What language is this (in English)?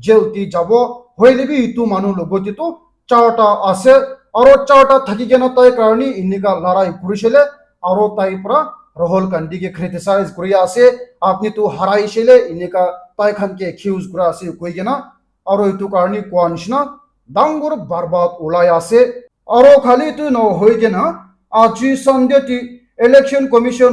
Naga Pidgin